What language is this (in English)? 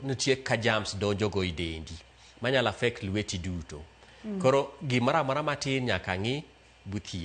Luo (Kenya and Tanzania)